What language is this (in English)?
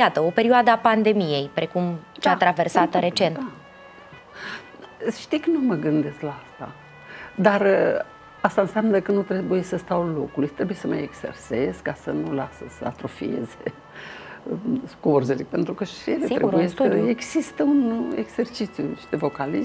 Romanian